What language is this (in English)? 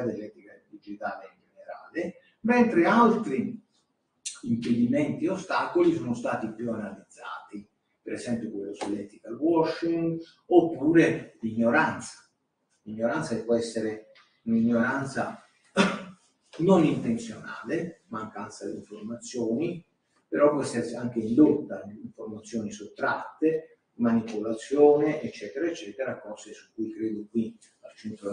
Italian